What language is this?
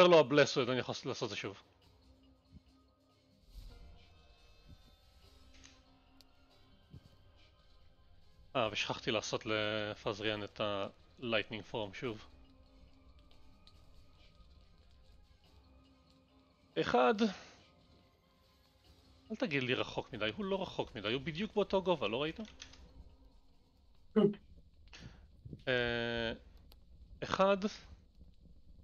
Hebrew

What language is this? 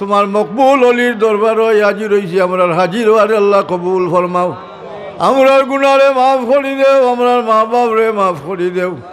Sylheti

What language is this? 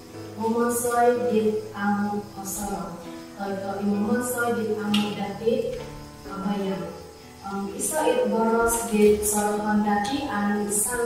Central Dusun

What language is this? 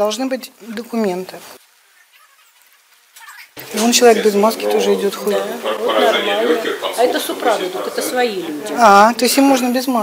Russian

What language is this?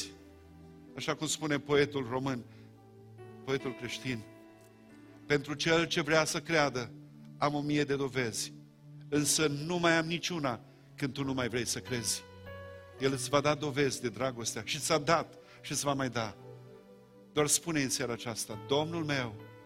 Romanian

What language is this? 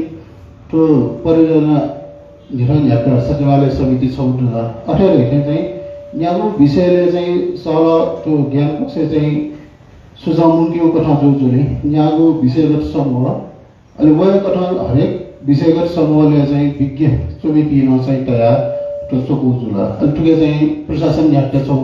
Newari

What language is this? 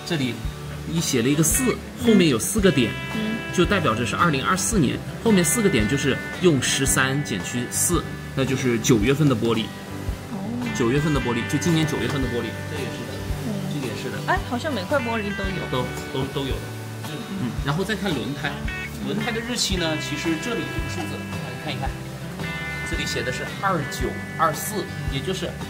Chinese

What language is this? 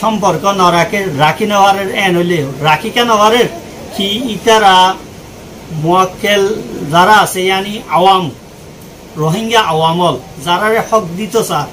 Rohingya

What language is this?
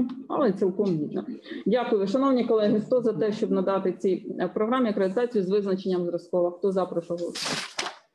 Ukrainian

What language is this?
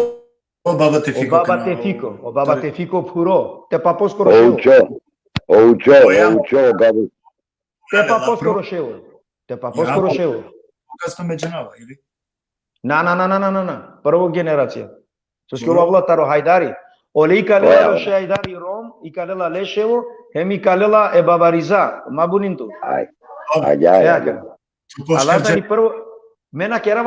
Balkan Romani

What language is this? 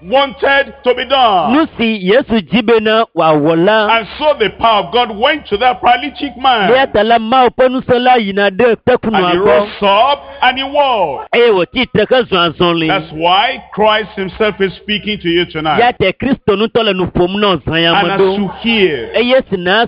Ewe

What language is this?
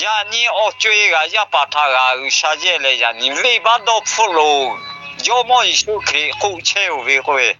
Lahu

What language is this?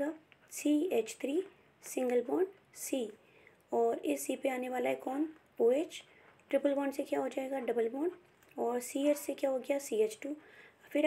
Hindi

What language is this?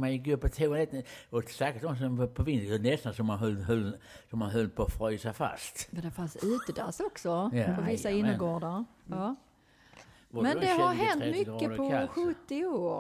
Swedish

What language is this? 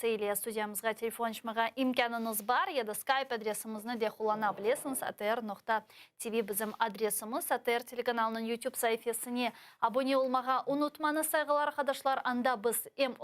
Crimean Tatar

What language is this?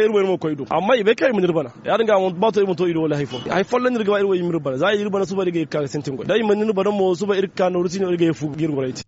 Zarma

